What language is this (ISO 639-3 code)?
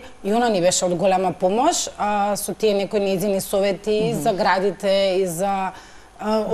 mkd